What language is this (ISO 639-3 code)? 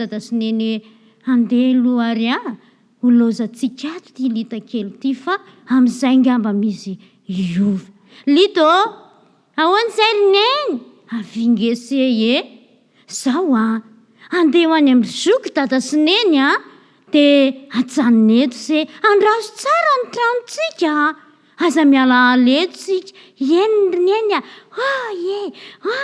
mlg